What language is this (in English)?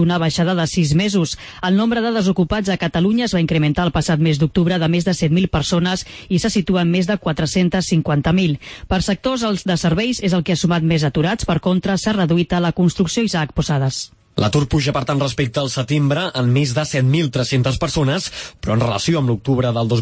Catalan